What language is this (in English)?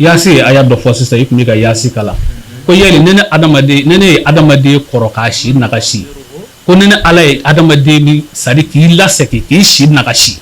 Bambara